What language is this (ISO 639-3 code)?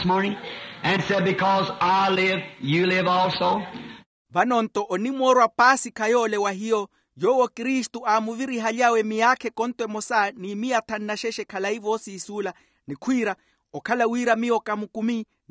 vmw